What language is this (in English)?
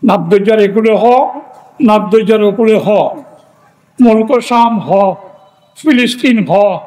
Rohingya